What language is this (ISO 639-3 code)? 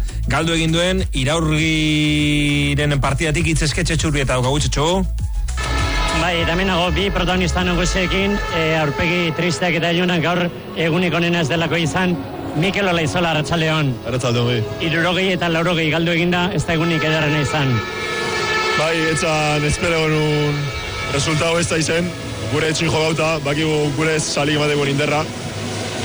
eus